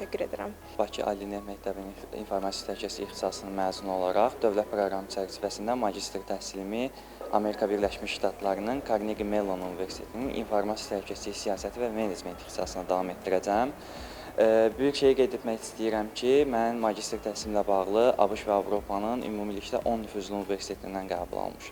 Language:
Azerbaijani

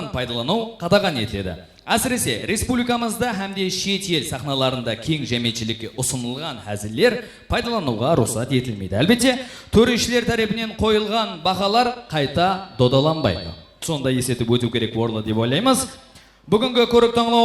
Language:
Kara-Kalpak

